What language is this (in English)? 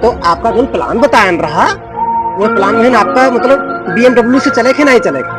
Awadhi